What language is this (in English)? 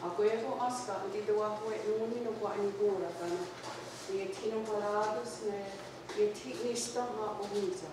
Mohawk